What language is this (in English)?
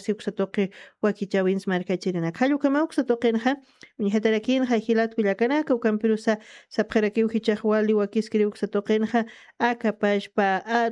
Aymara